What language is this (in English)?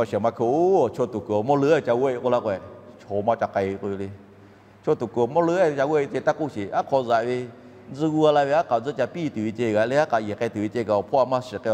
Lahu